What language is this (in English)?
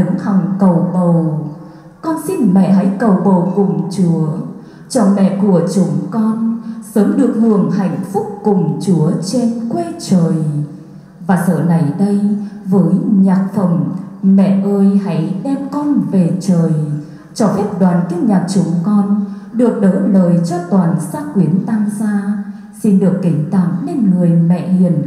Vietnamese